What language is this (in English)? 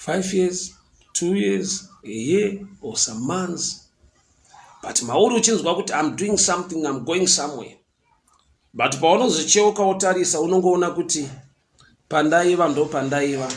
Shona